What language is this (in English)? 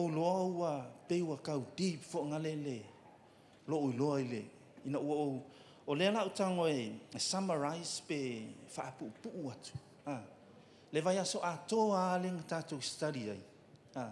Samoan